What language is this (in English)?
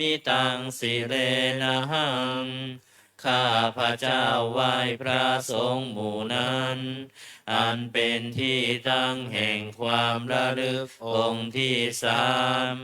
Pali